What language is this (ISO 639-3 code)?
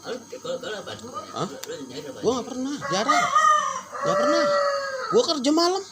bew